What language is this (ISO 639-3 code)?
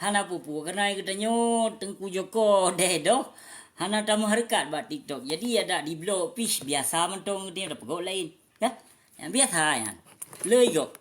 ace